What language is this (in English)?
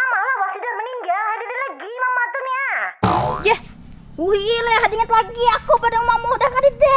Banjar